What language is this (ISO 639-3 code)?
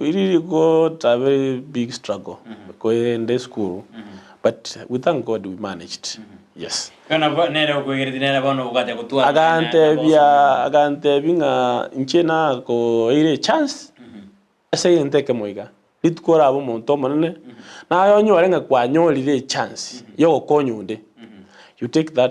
guz